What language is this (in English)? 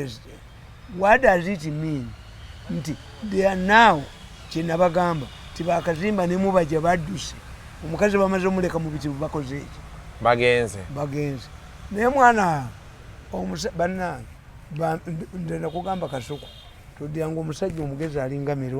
Ganda